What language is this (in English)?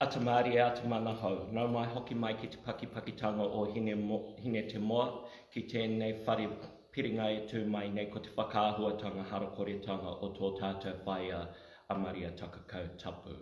Māori